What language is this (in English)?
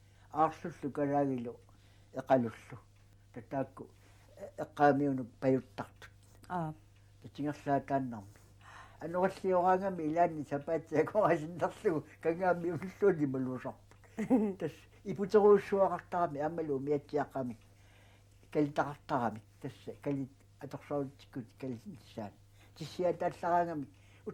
Kalaallisut